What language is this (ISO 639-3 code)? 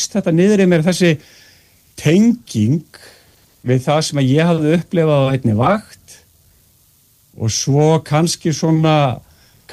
isl